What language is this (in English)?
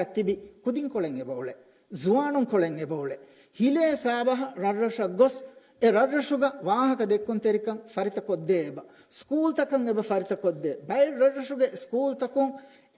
Divehi